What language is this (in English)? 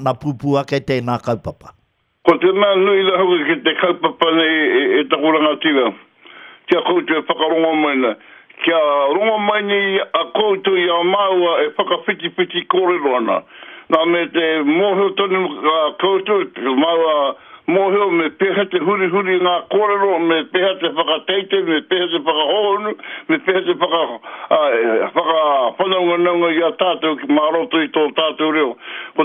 Māori